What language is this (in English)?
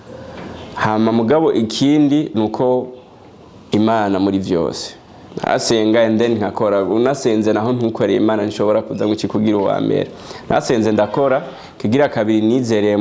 Rundi